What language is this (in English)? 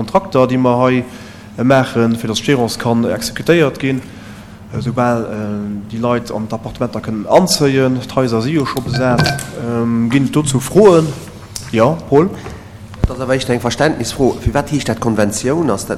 Luxembourgish